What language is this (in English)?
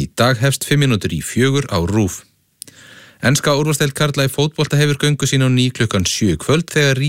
Icelandic